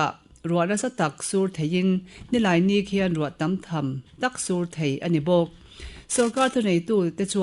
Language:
Mizo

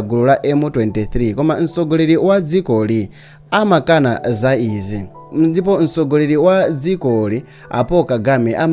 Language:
Nyanja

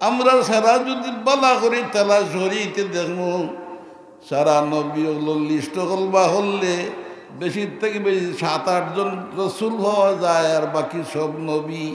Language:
Sylheti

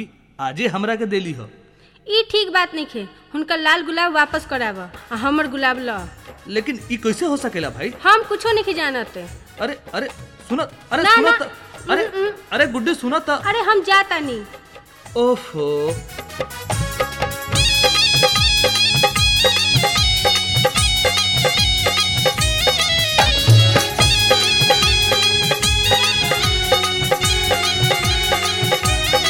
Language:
Bhojpuri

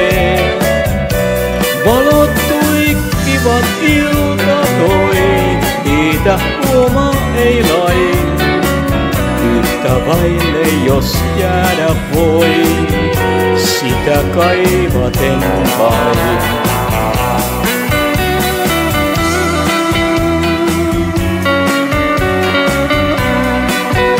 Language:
Finnish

